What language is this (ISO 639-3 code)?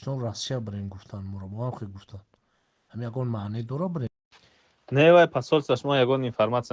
tgk